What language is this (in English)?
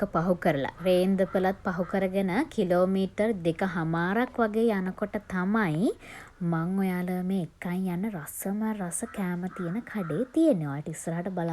Sinhala